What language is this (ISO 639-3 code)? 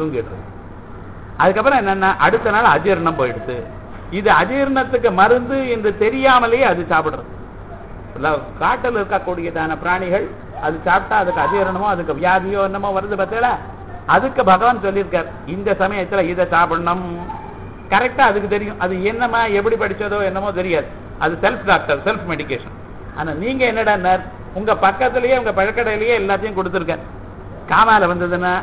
tam